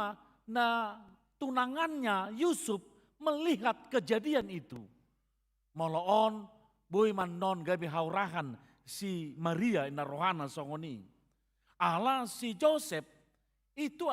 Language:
Batak Toba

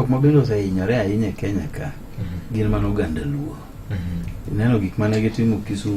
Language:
Luo (Kenya and Tanzania)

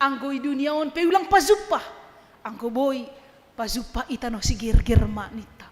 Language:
Batak Simalungun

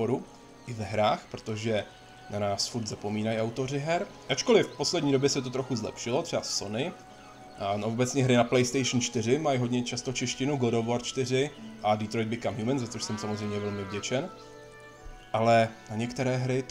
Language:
Czech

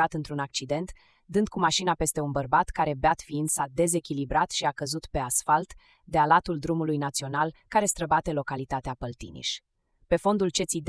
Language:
Romanian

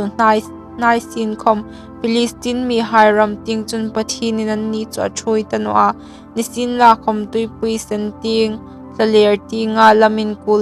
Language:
Hmar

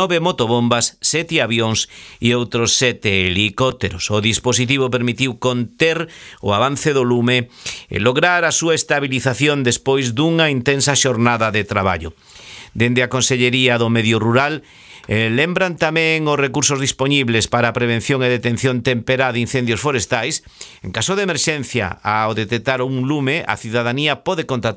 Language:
Galician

